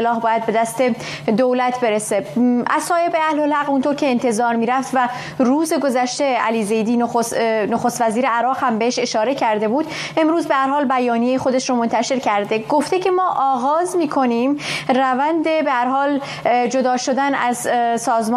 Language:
Persian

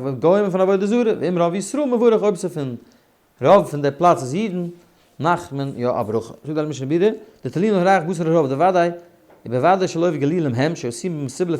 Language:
Yiddish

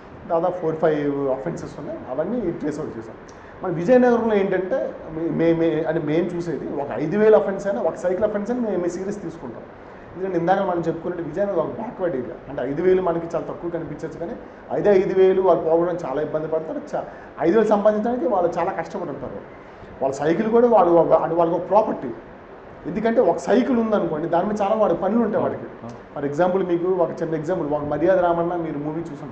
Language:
Telugu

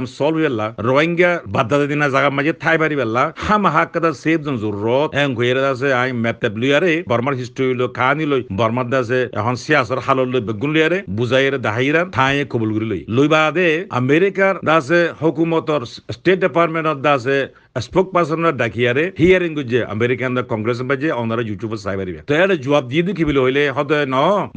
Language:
Rohingya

